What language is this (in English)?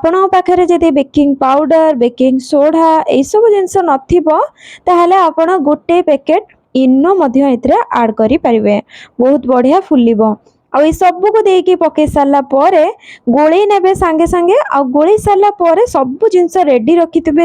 Odia